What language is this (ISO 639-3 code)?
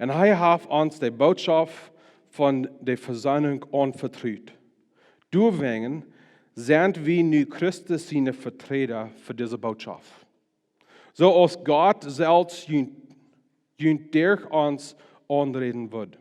pdt